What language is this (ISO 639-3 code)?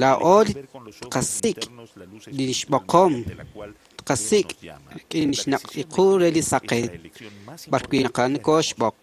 kek